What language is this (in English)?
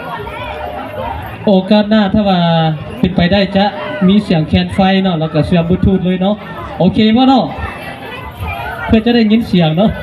Lao